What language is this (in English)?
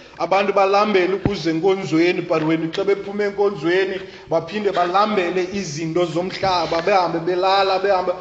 Xhosa